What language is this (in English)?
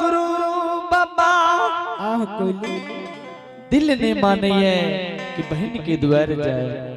Angika